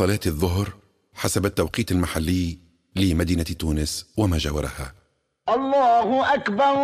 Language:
Tunisian Arabic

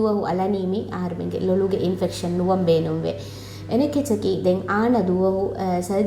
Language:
Divehi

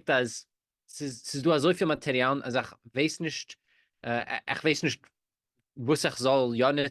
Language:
Yiddish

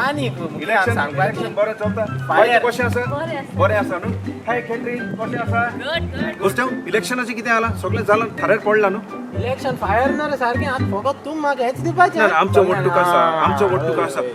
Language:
Konkani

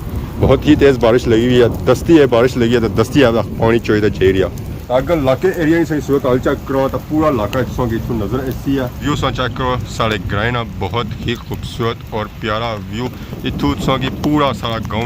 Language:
Pahari-Potwari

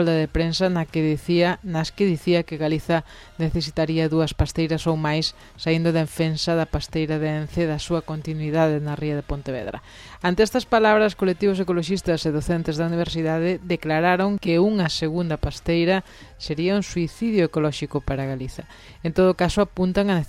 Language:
Galician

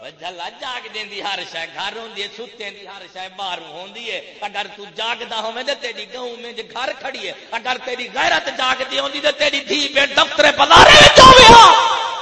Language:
Saraiki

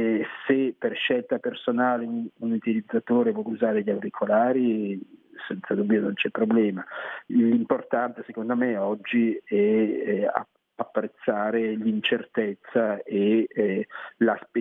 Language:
Italian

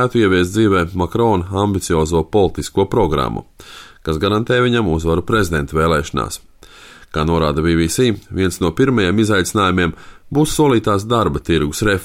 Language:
Latvian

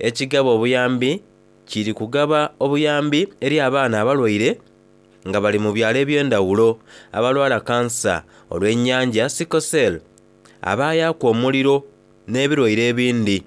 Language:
Soga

